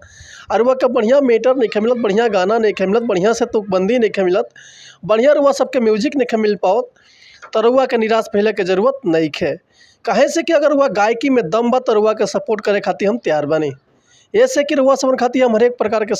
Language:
Bhojpuri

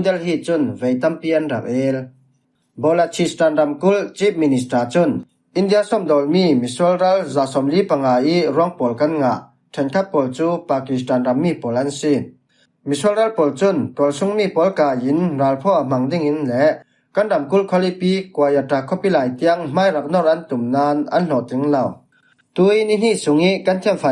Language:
Falam Chin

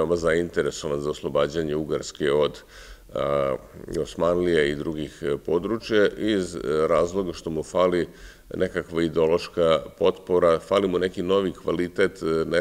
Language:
Serbian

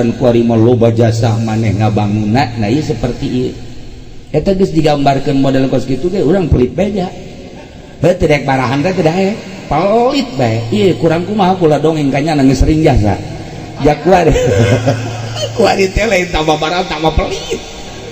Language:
Sundanese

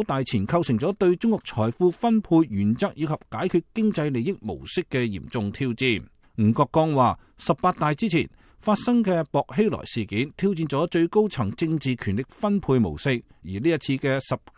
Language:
Cantonese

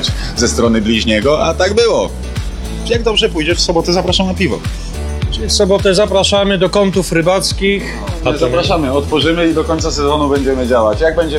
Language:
Polish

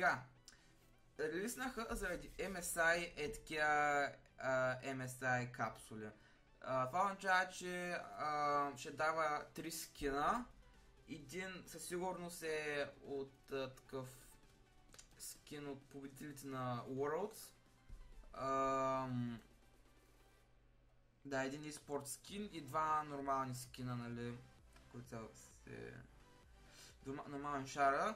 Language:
Bulgarian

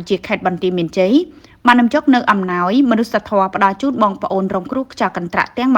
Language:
Khmer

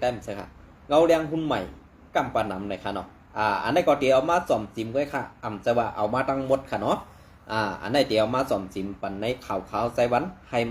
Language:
Shan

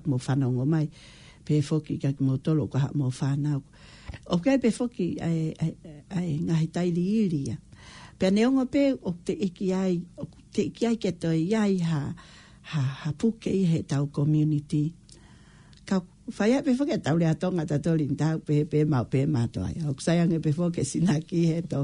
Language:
Tongan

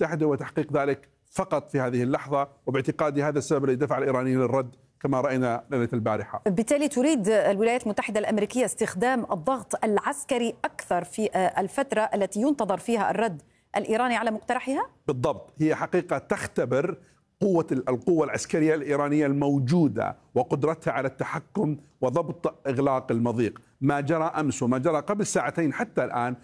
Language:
Arabic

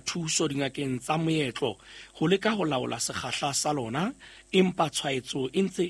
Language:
Southern Sotho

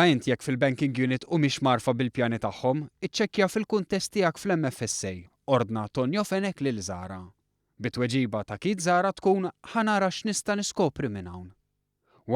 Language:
Maltese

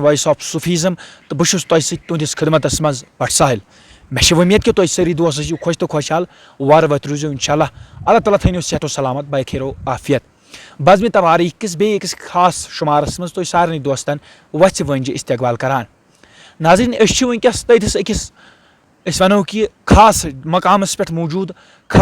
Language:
Kashmiri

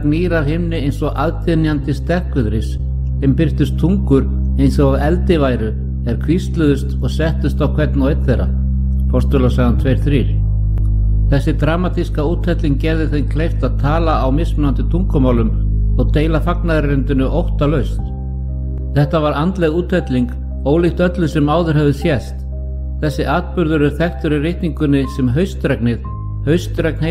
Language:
Icelandic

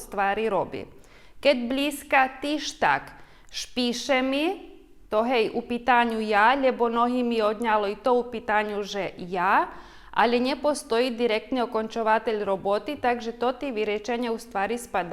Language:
Rusyn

